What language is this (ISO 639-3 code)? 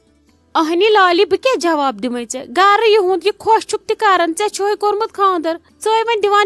kas